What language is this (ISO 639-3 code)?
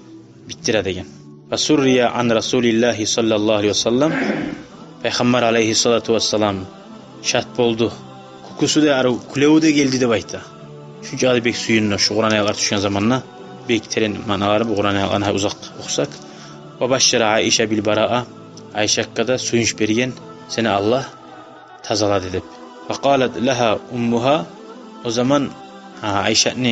kum